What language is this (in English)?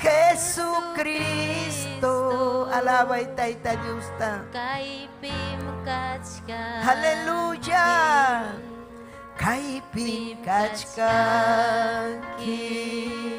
Ayacucho Quechua